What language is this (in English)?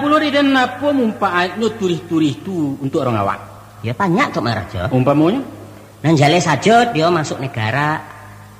Minangkabau